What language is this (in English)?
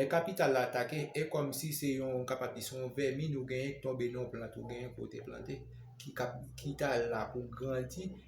Haitian Creole